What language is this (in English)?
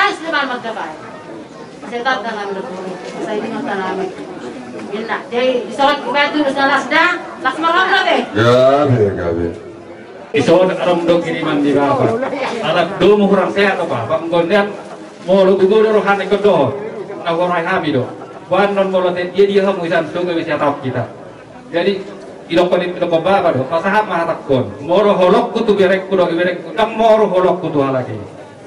Batak Toba